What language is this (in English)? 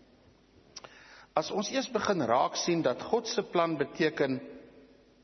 Afrikaans